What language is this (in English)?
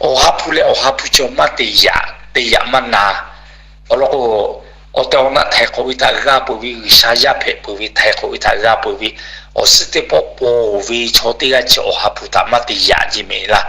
Lahu